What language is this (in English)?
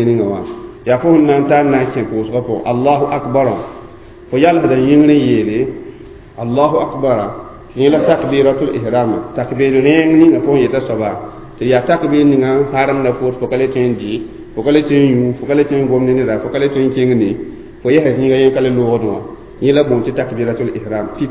Mossi